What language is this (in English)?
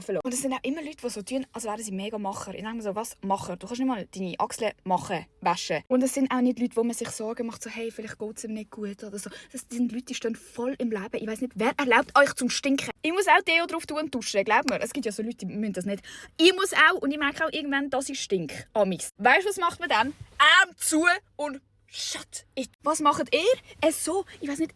Swiss German